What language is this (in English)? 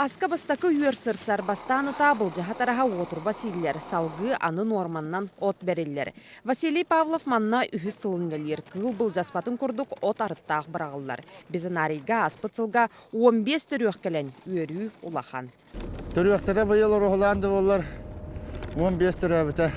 Yakut